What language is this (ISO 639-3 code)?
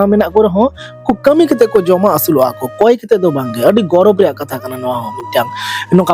sat